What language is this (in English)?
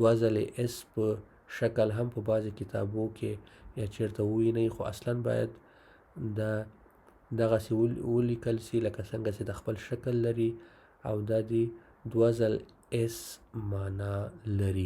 Pashto